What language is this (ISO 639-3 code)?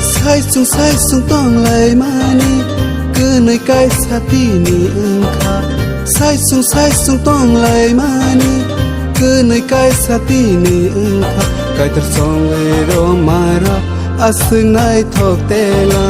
trp